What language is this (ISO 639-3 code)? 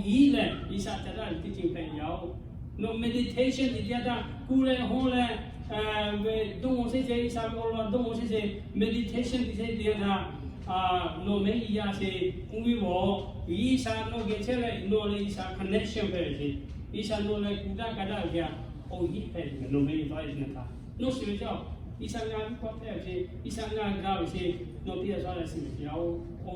lhu